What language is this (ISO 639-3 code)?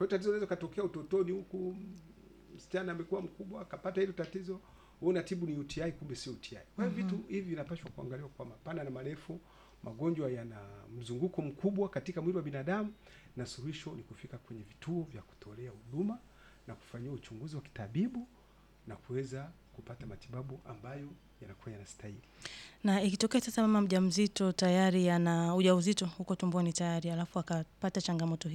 swa